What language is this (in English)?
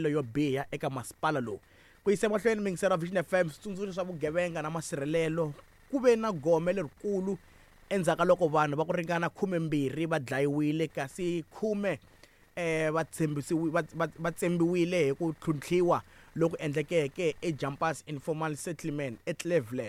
Tsonga